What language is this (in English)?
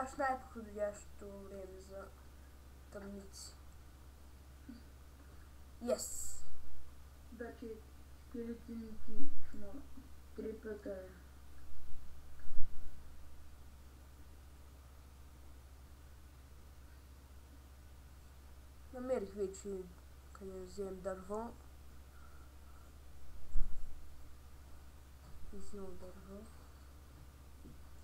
Bulgarian